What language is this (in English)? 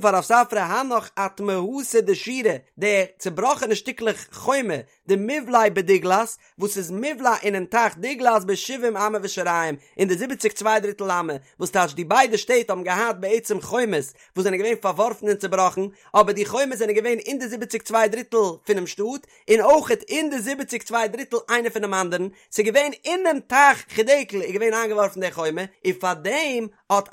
Yiddish